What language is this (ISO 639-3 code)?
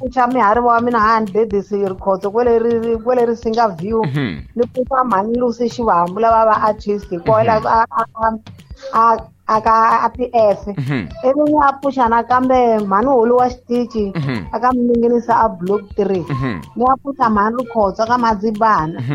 tso